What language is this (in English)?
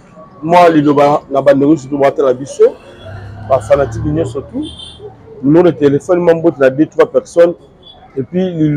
Lingala